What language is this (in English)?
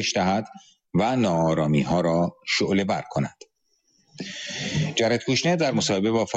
Persian